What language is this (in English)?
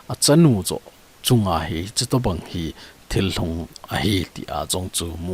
Thado Chin